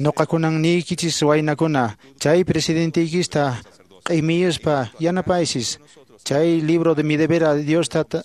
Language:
Quechua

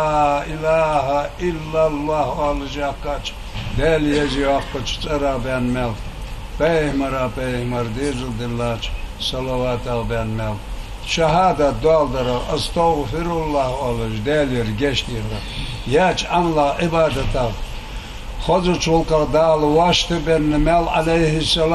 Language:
Ingush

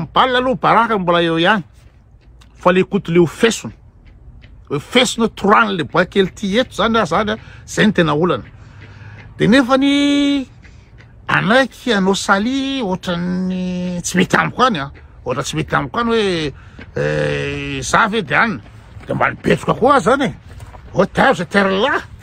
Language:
Malagasy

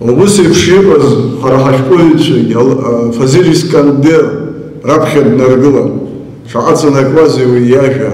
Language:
Abkhazian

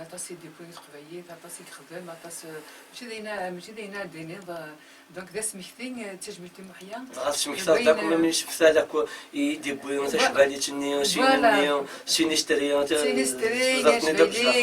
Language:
Kabyle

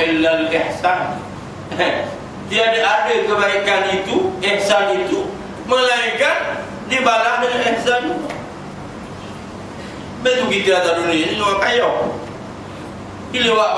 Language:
Malay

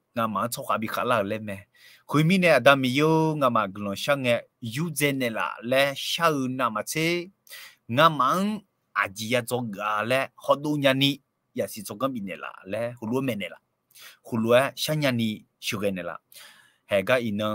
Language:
Akha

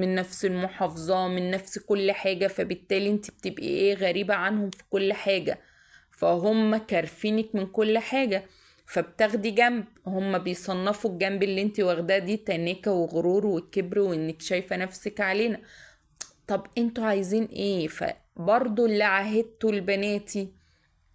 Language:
Egyptian Arabic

